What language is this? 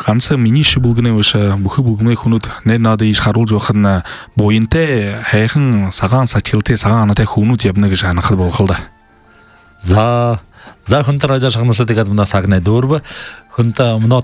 Buriat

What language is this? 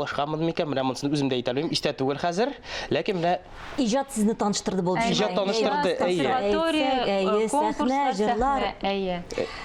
Tatar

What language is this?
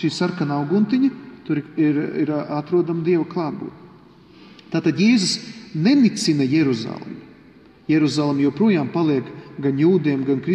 Latvian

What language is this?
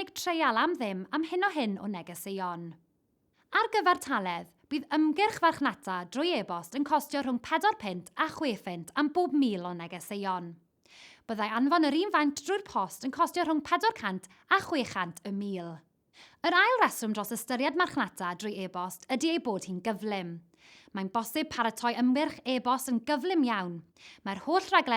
Welsh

